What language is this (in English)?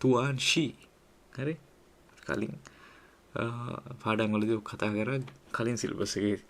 Sinhala